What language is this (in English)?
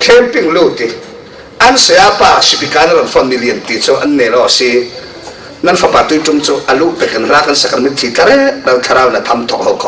Falam Chin